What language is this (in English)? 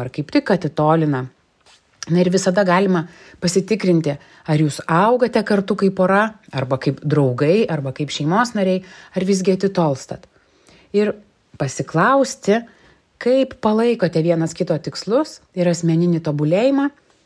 Lithuanian